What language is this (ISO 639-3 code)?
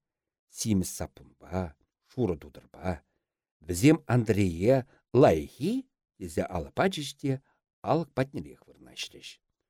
chv